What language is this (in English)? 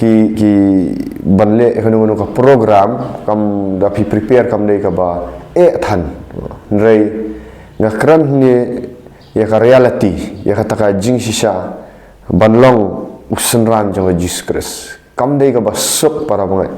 Khasi